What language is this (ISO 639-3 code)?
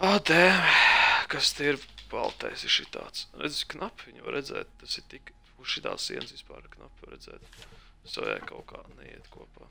lav